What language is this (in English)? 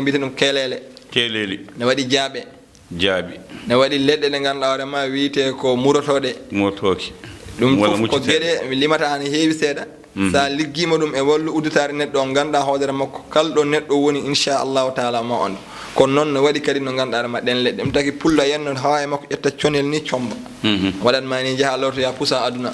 Fula